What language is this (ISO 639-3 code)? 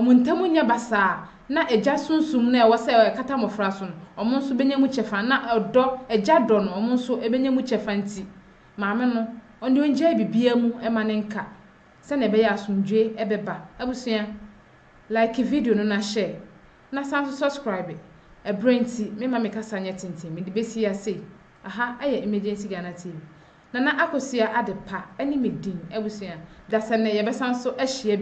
aka